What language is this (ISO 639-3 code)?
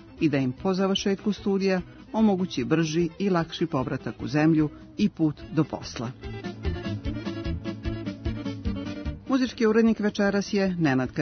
srp